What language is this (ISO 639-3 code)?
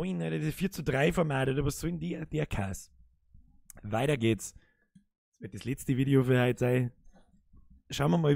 bar